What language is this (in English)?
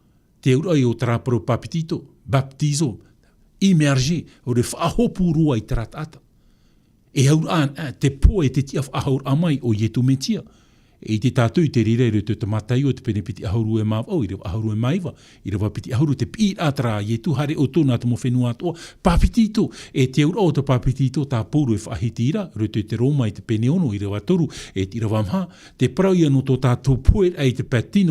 Tahitian